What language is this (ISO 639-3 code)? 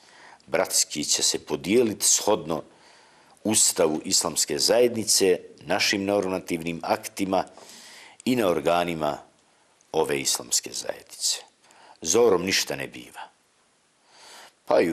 bos